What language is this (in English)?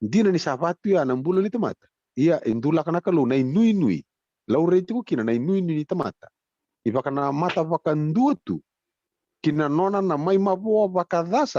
Fijian